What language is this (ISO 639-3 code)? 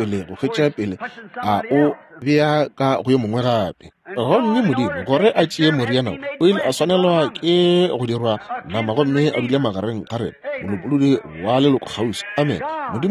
nso